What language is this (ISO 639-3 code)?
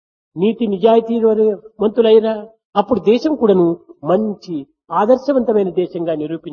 tel